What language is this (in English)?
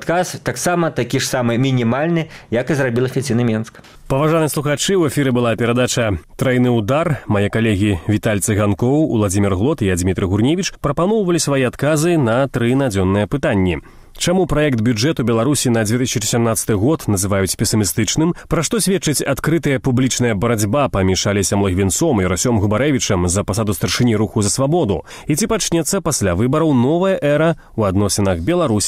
Belarusian